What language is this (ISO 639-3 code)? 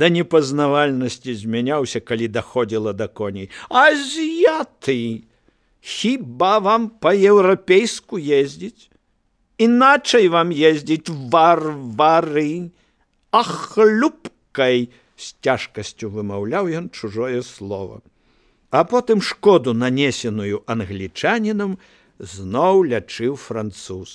bel